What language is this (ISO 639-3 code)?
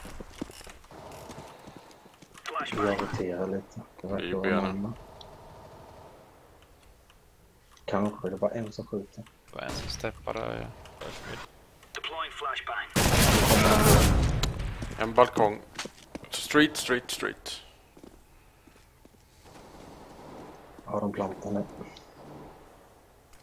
swe